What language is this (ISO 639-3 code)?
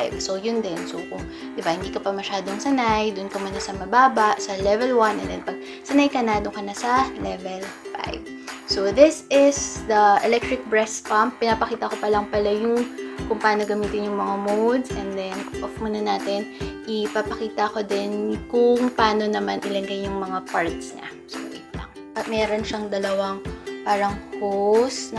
fil